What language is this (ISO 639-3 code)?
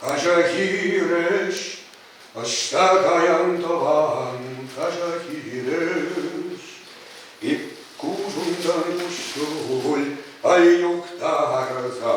chv